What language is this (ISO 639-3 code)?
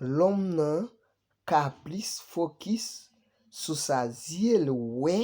hat